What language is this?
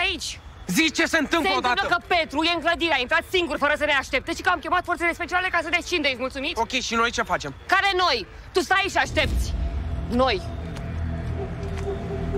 Romanian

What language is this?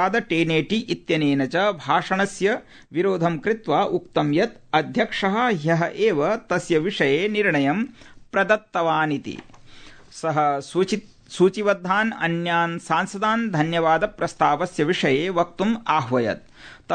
Sanskrit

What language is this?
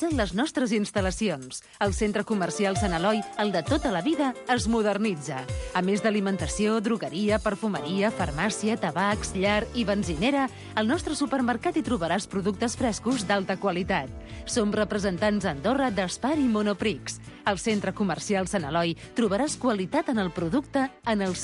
Catalan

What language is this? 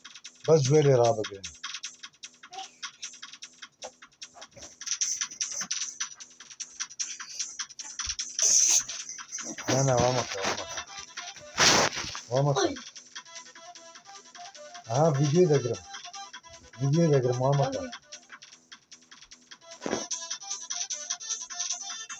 Persian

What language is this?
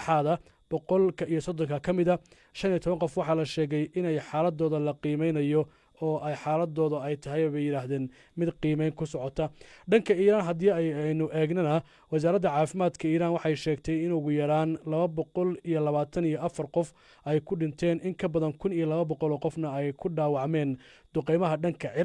Somali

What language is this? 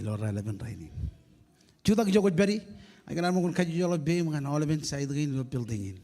Marshallese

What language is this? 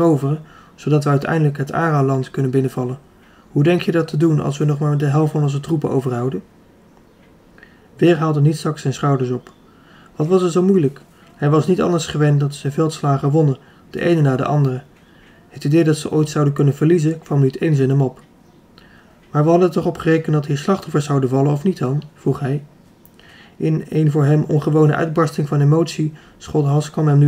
Dutch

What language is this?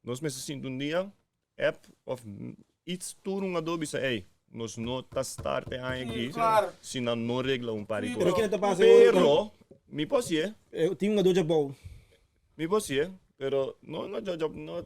Papiamento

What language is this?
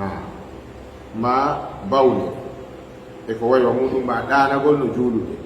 Fula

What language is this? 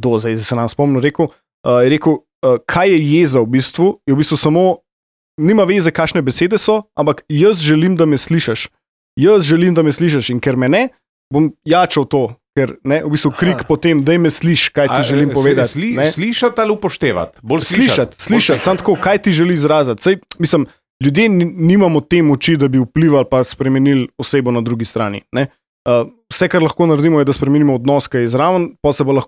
Slovenian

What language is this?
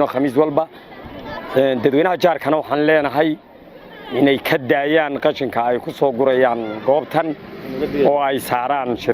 Somali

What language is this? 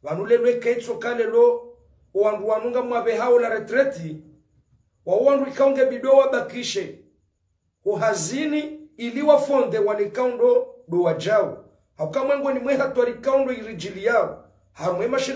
Ngazidja Comorian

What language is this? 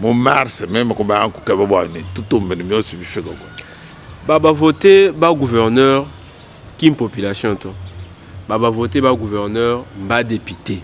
Luba-Lulua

